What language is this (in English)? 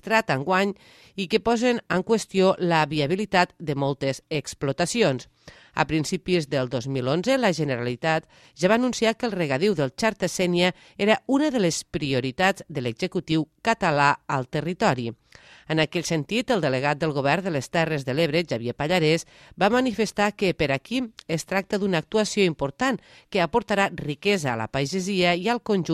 Catalan